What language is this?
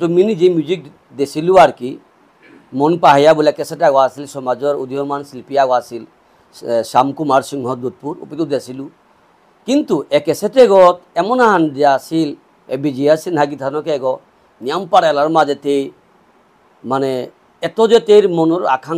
Bishnupriya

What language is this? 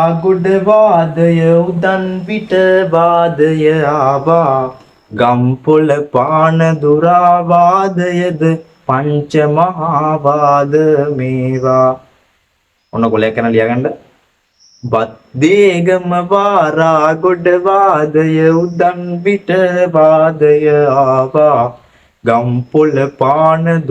Sinhala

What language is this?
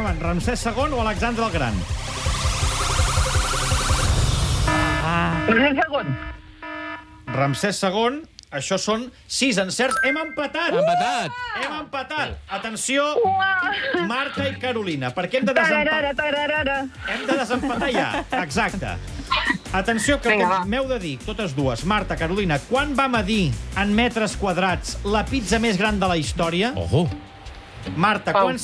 Catalan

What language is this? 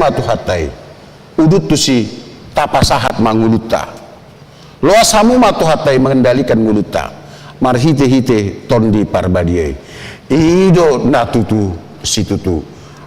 Batak Toba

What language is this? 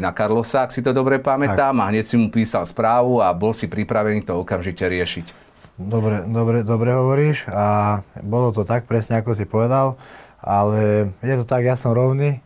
Slovak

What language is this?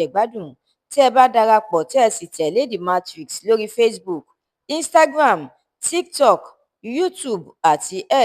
Yoruba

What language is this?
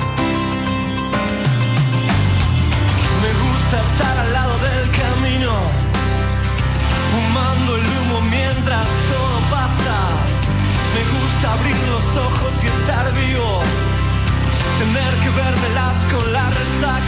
Spanish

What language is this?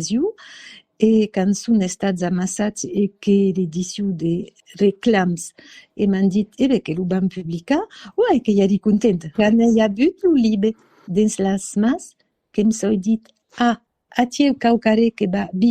Occitan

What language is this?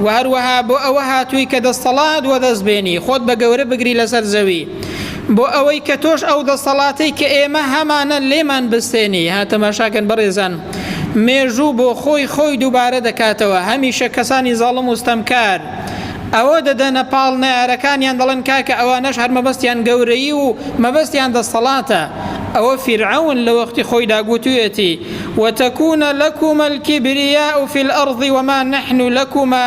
Central Kurdish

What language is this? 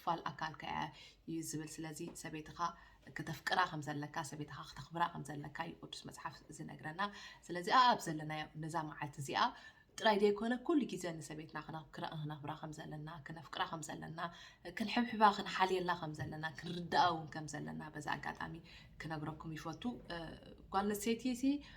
Tigrinya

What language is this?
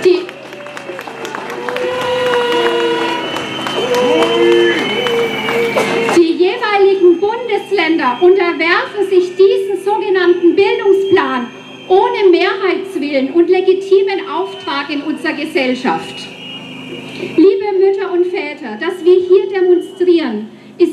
German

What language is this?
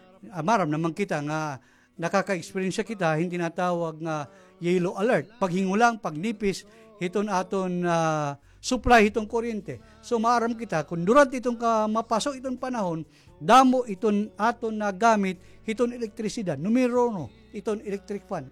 Waray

